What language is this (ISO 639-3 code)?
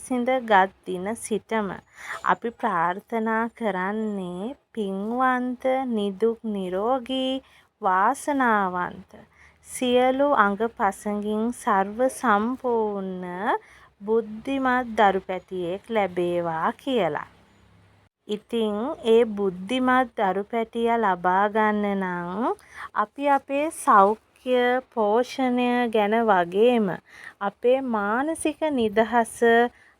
sin